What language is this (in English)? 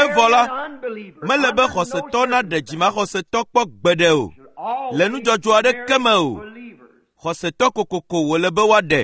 Ewe